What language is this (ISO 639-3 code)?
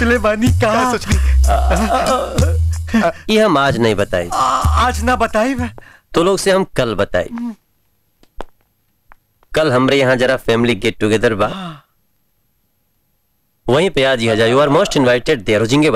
bho